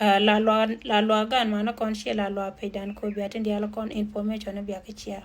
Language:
Nuer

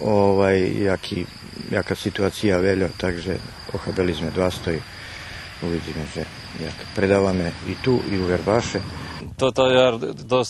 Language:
Rusyn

